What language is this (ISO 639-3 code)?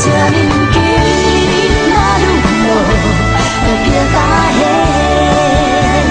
ctd